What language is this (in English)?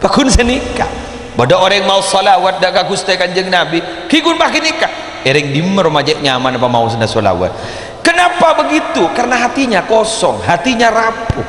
Madurese